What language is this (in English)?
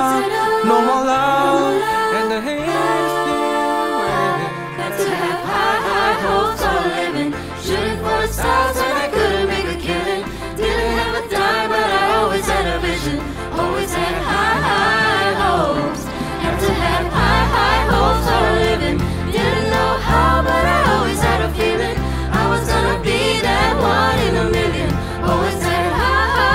English